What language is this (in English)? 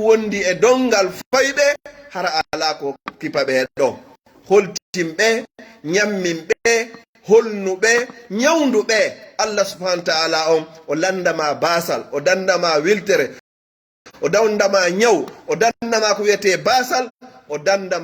Fula